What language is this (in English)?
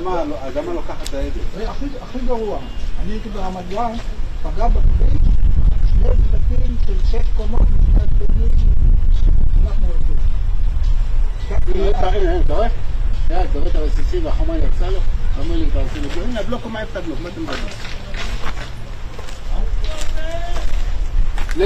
Hebrew